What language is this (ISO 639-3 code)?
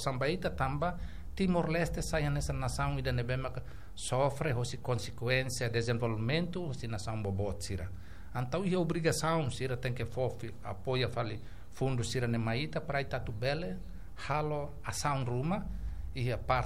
tet